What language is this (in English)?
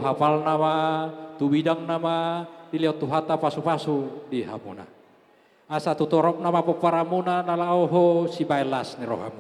Batak Toba